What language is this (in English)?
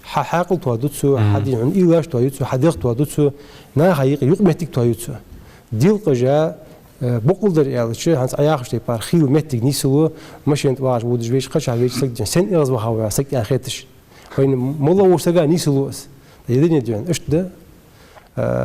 Ingush